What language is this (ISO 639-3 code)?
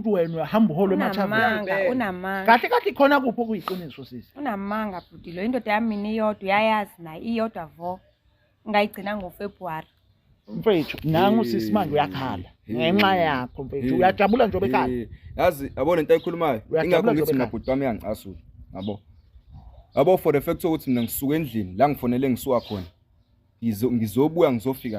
zul